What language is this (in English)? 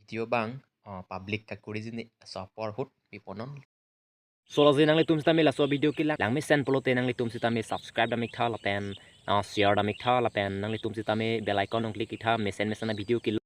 Karbi